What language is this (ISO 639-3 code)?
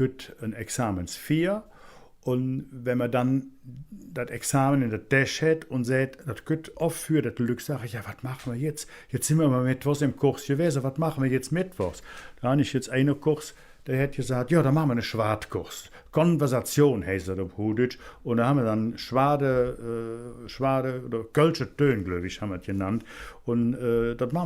ksh